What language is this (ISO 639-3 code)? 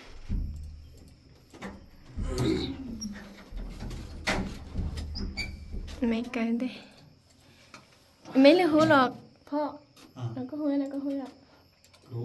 vie